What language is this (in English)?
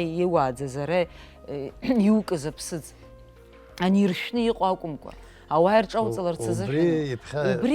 Abkhazian